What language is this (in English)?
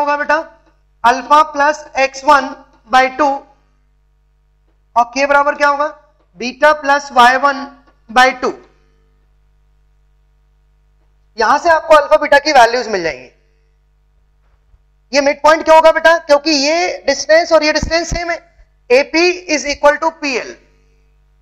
Hindi